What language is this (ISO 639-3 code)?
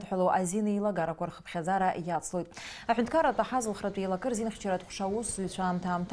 abk